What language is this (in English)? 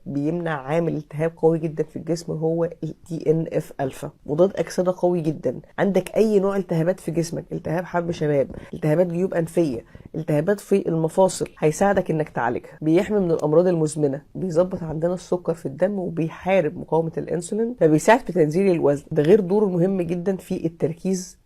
Egyptian Arabic